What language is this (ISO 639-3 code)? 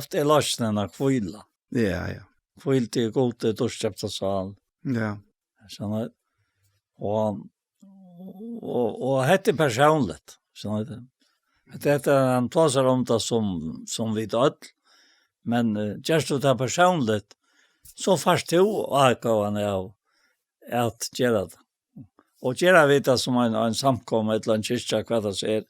fao